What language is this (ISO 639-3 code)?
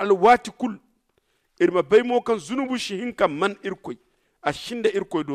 dje